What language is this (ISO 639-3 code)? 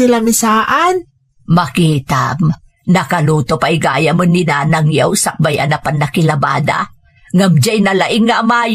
ilo